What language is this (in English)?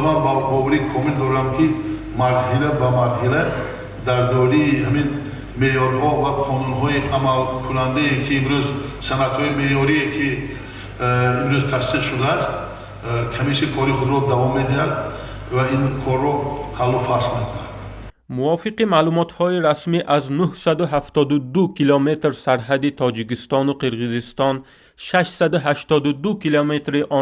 Tajik